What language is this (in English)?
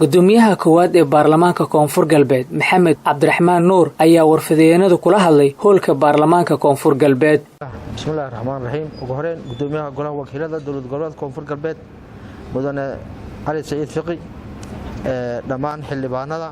Somali